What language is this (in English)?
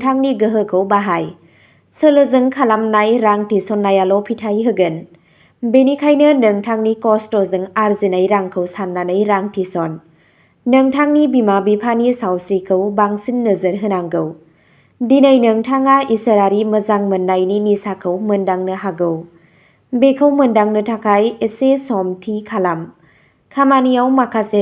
Bodo